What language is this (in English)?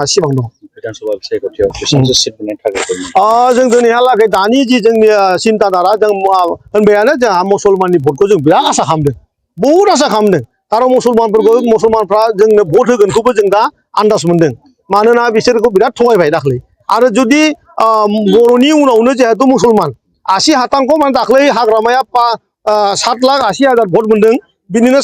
Bodo